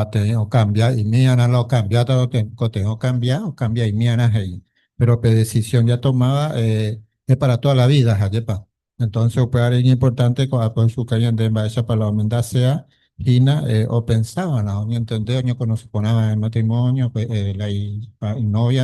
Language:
Guarani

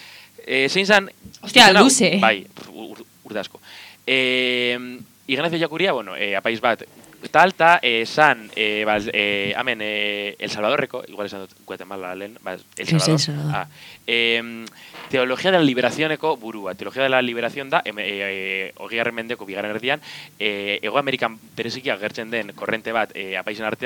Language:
Basque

